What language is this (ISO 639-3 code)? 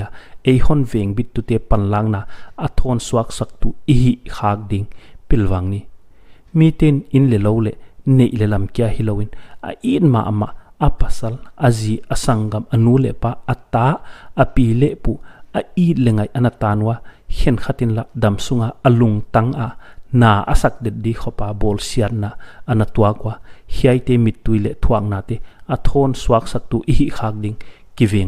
pck